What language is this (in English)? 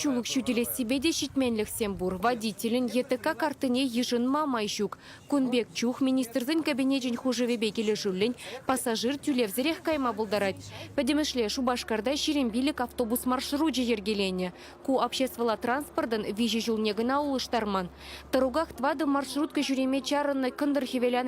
Chuvash